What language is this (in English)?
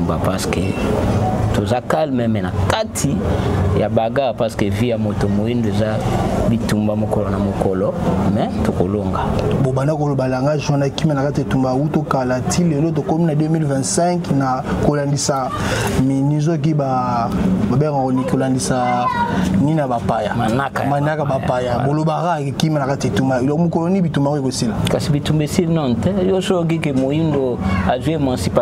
Lingala